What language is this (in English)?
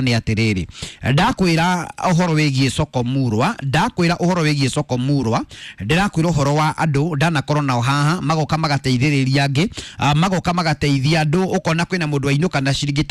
Kikuyu